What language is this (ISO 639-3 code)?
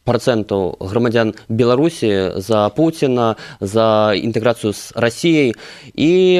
bel